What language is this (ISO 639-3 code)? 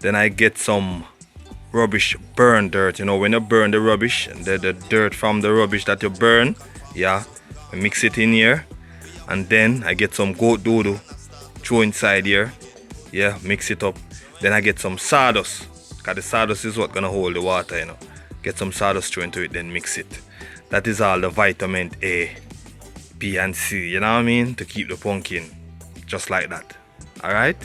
jam